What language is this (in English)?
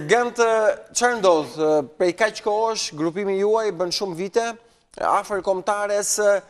Albanian